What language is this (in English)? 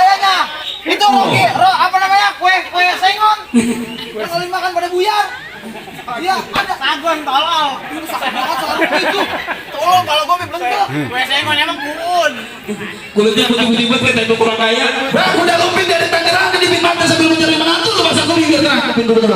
Betawi